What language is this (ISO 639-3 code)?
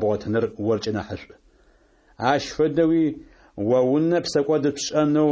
kbd